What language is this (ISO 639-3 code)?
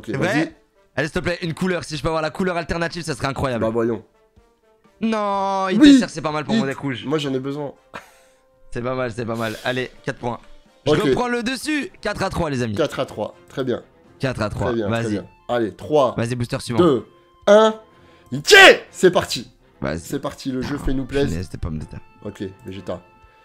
fra